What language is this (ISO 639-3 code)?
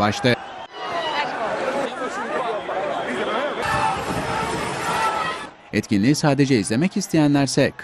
tur